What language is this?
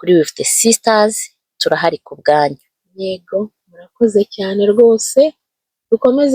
Kinyarwanda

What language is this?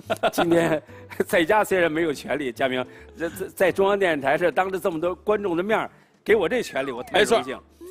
Chinese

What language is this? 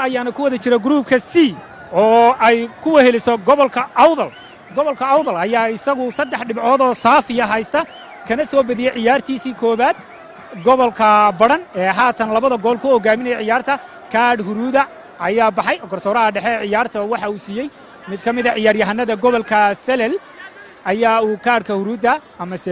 Somali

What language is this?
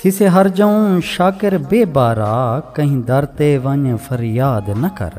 Saraiki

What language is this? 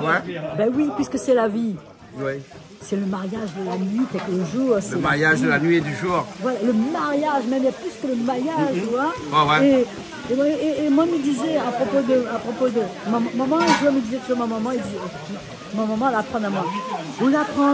Réunion Creole French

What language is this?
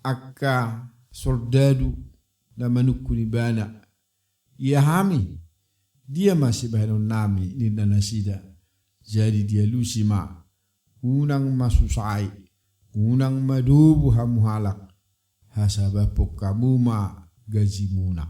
Batak Toba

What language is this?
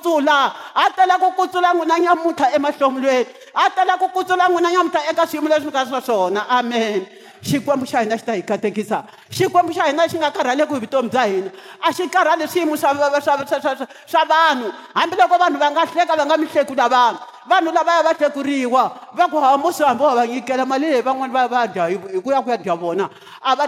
Tsonga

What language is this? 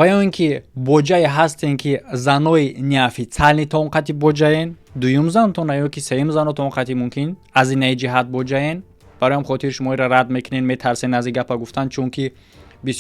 Tajik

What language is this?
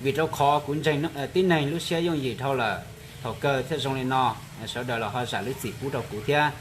Hmong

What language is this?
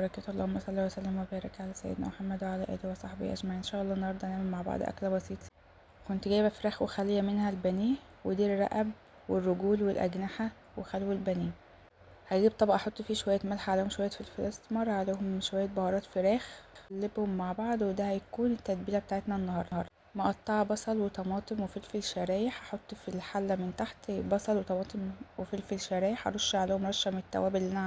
Egyptian Arabic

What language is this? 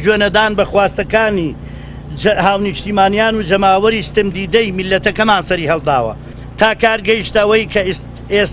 Central Kurdish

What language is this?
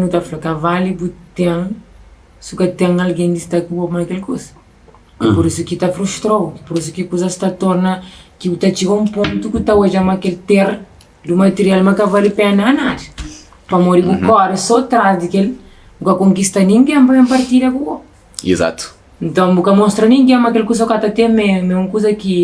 Kabuverdianu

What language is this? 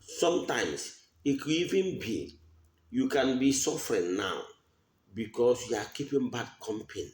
Igbo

